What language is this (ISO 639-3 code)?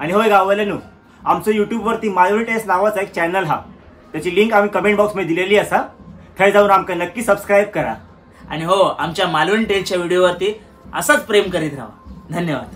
kok